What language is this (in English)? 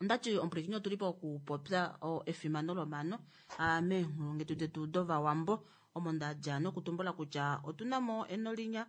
Kuanyama